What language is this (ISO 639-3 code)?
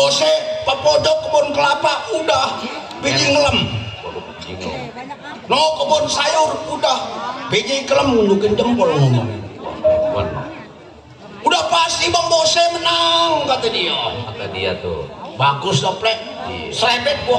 bew